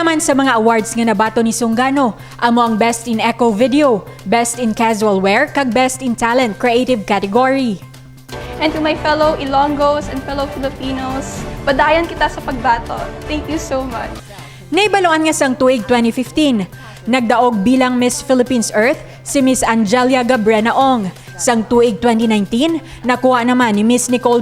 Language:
Hiligaynon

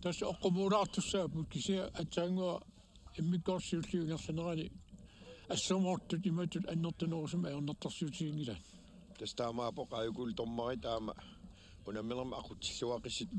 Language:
Kalaallisut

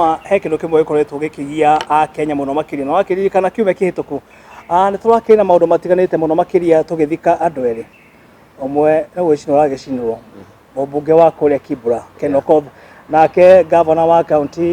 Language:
Kikuyu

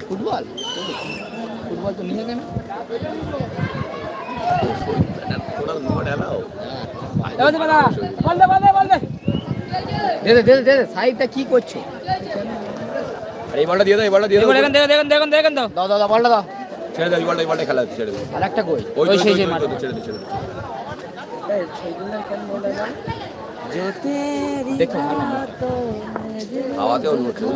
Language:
Bangla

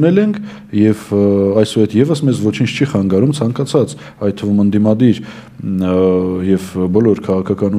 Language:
Armenian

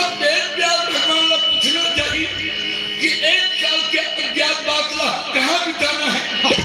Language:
Chhattisgarhi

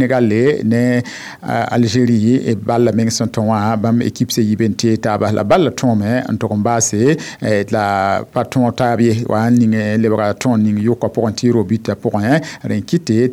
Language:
Mossi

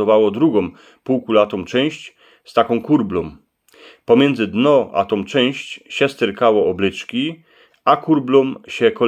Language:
Silesian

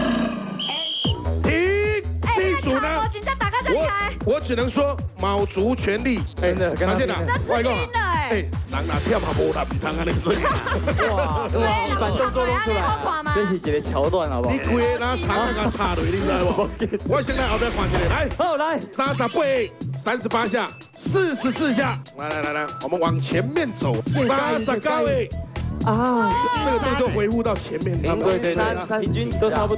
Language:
Chinese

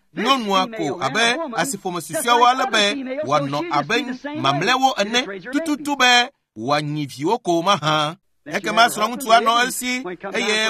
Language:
Ewe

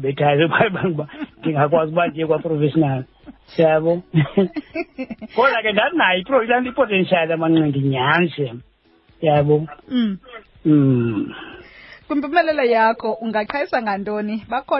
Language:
Xhosa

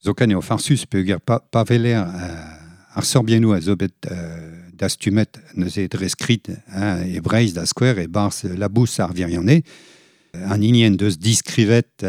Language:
Breton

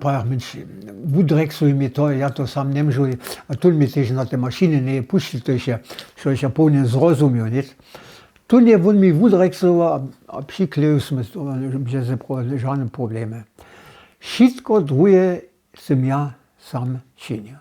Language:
Upper Sorbian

